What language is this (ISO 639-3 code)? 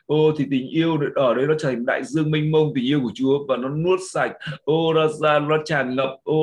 vie